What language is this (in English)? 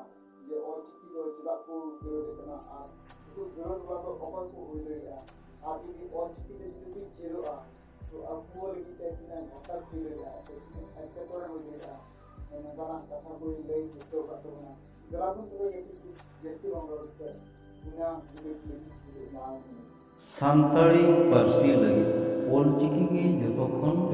Santali